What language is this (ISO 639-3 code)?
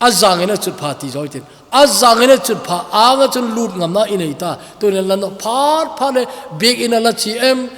tcz